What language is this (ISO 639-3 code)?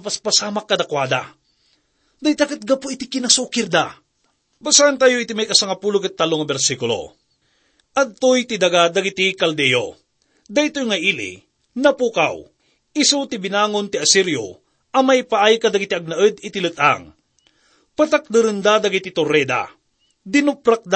ilo